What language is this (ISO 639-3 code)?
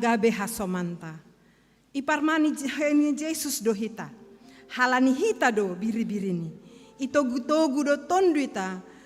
bts